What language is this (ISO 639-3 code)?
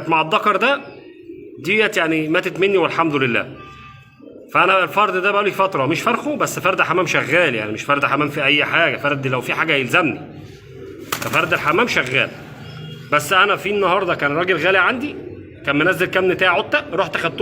arz